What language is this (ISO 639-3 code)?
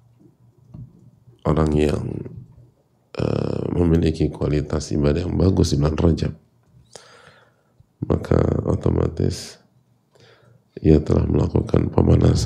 ind